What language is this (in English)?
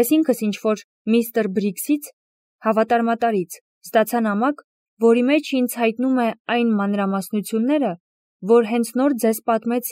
Armenian